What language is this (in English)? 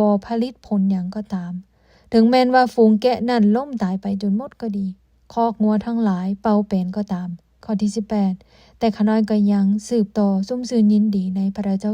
Lao